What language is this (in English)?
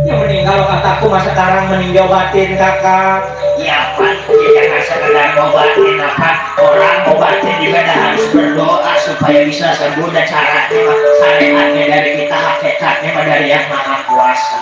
Betawi